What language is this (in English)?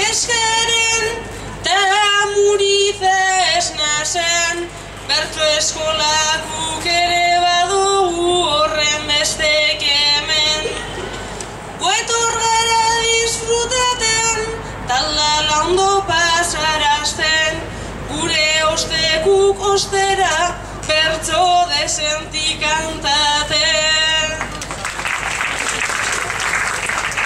Basque